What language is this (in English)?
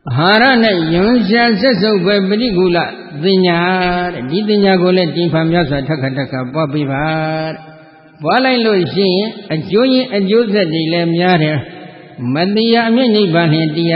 Burmese